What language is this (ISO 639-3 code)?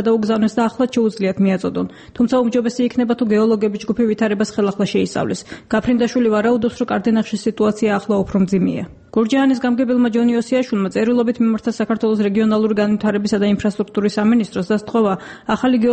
kat